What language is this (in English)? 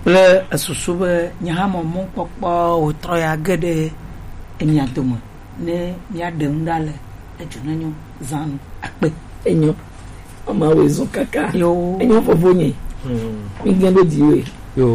Gen